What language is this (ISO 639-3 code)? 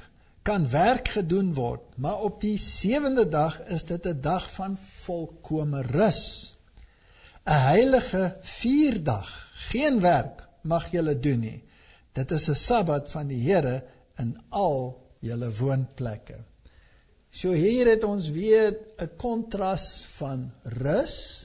afr